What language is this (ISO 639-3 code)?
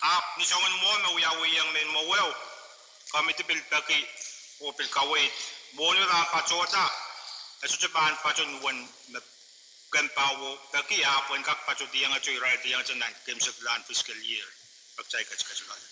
pon